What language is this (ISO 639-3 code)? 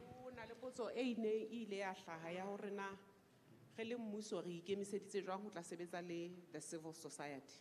sot